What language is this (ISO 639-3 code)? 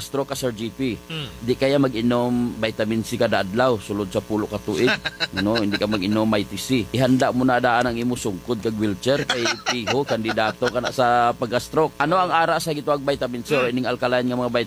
hil